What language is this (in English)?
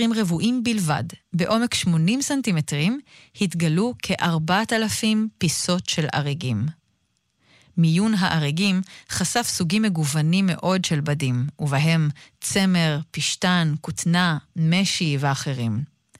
Hebrew